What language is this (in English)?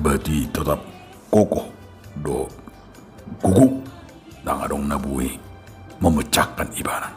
Batak Toba